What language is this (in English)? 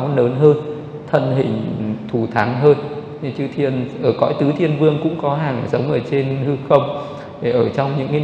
Vietnamese